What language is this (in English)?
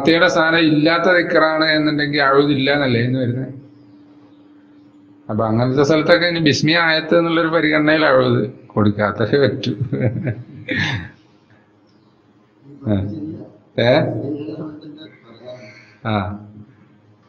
Malayalam